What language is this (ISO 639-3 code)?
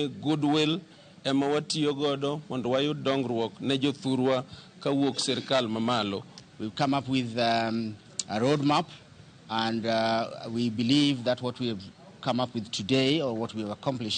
luo